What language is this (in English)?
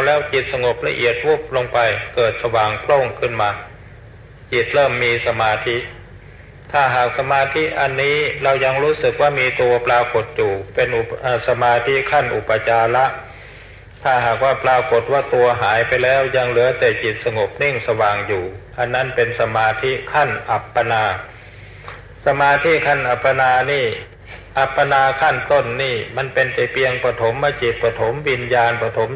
Thai